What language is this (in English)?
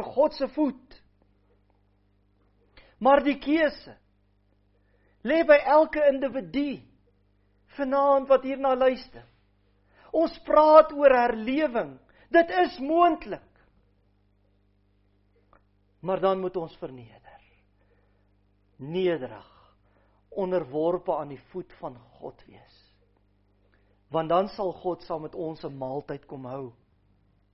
Afrikaans